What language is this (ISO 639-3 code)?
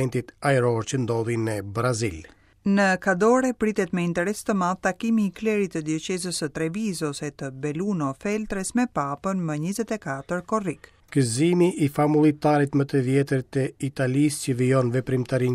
sqi